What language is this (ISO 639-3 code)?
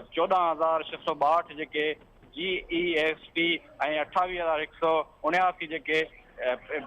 snd